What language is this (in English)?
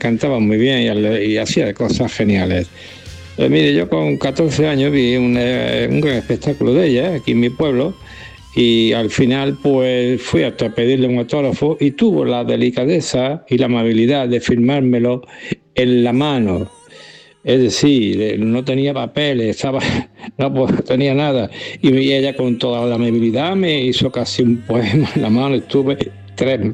Spanish